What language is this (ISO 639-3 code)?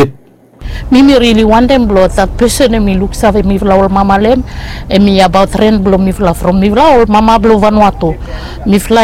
bis